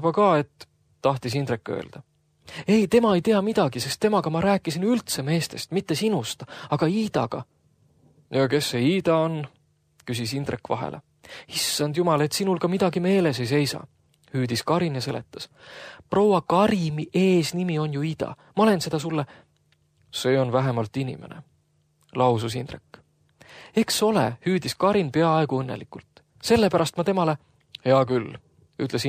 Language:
Estonian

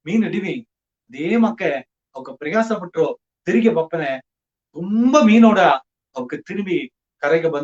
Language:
Badaga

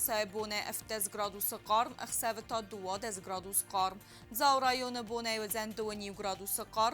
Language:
Ossetic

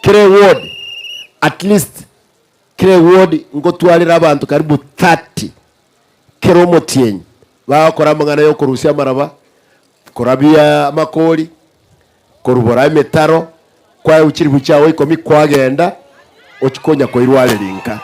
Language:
Gusii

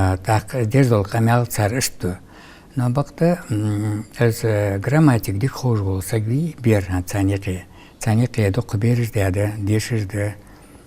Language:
Ingush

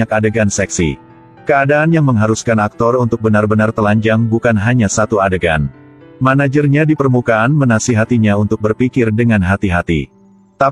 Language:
Indonesian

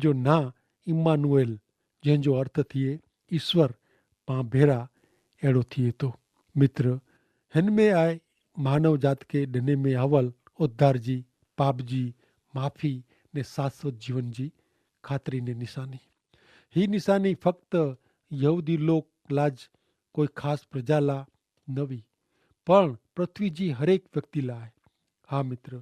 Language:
Kachhi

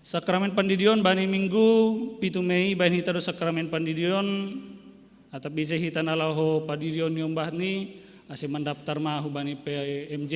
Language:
Batak Simalungun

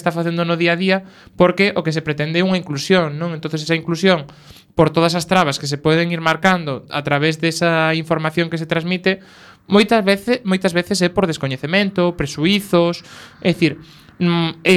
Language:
Galician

